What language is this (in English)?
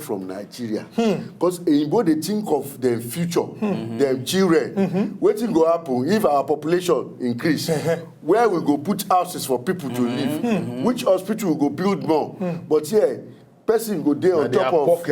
Nigerian Pidgin